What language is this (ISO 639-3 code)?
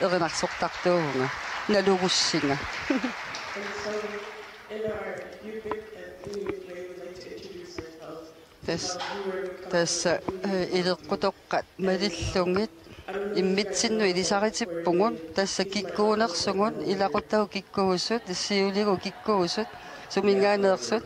kal